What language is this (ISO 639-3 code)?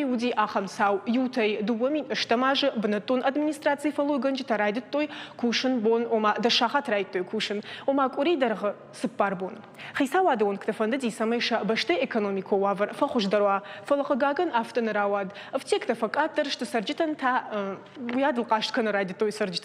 oss